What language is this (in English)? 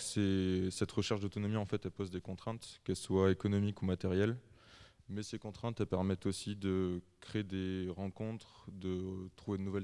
French